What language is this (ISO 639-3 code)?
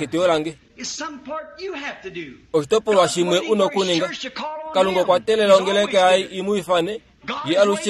kua